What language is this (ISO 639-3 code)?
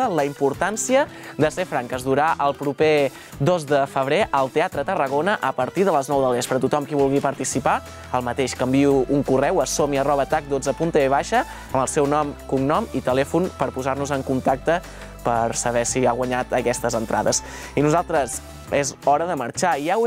cat